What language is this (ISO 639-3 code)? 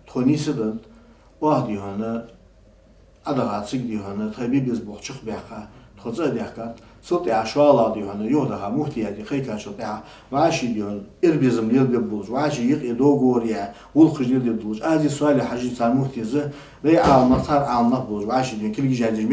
inh